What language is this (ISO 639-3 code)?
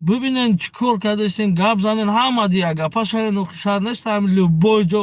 tgk